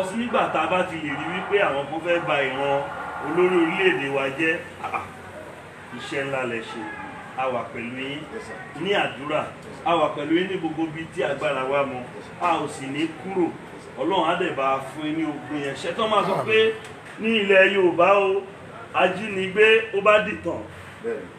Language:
Yoruba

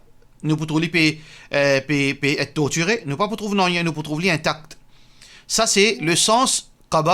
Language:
Morisyen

